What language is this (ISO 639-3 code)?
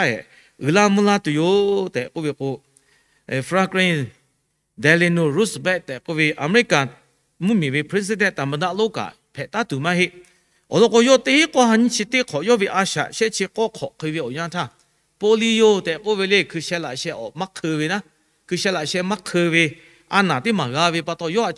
lhu